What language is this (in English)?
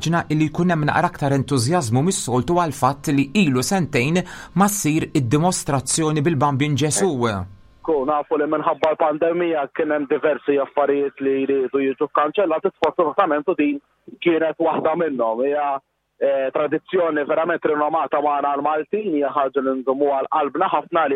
Maltese